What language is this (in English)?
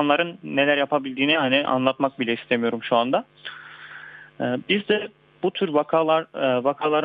Turkish